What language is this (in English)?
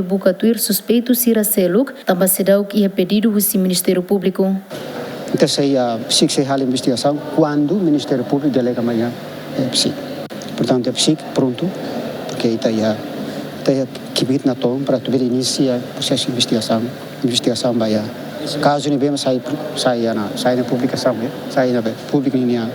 Tetum